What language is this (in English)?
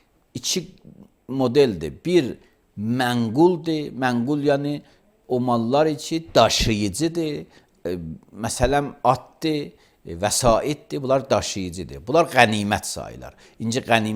Azerbaijani